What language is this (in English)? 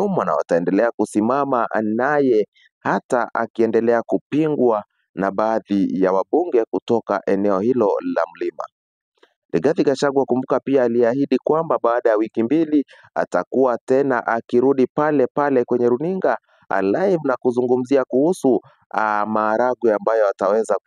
Swahili